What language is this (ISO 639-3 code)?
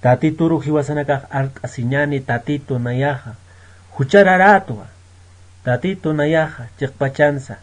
aym